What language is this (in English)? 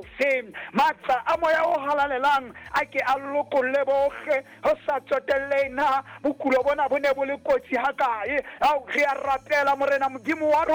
Southern Sotho